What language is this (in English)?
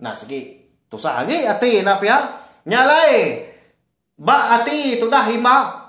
Iban